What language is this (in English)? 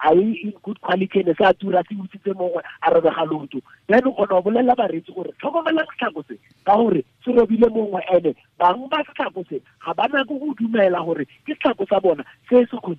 Tswana